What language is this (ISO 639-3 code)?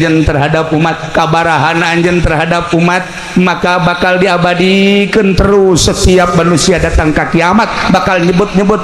sun